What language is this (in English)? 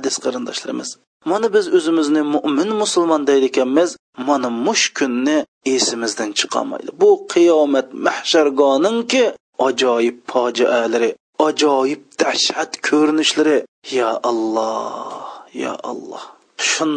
Uyghur